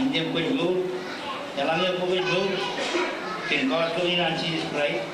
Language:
Marshallese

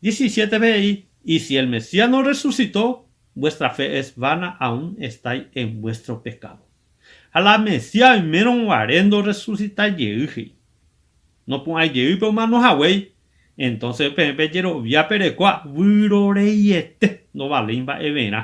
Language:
Guarani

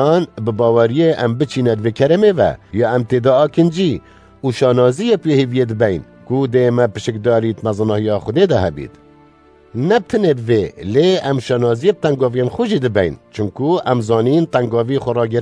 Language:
Kurdish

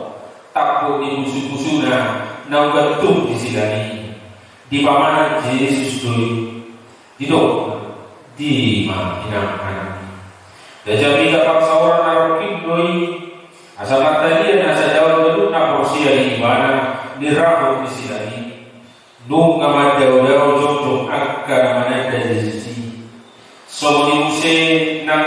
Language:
Batak Toba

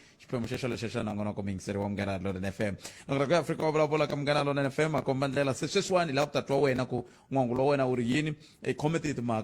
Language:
Tsonga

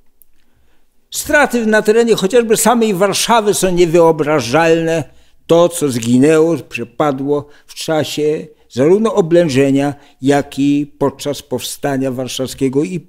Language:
Polish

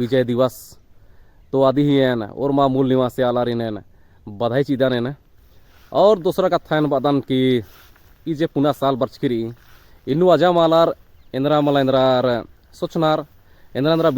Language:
Kurukh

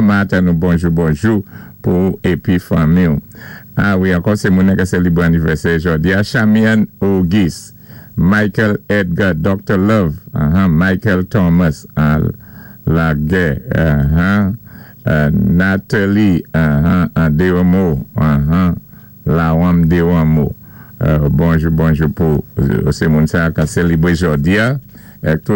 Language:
Saint Lucian Creole French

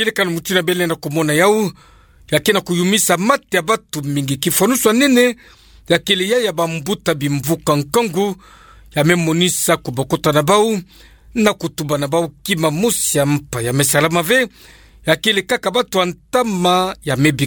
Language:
Kituba (Democratic Republic of Congo)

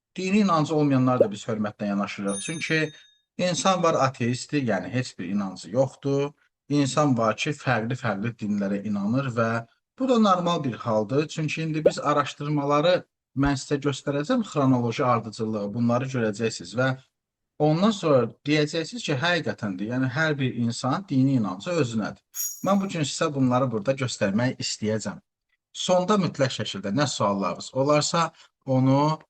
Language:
Azerbaijani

